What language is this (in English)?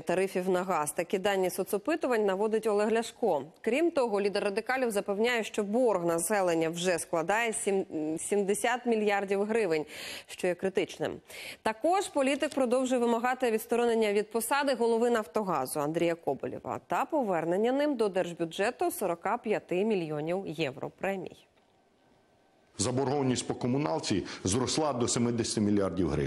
Ukrainian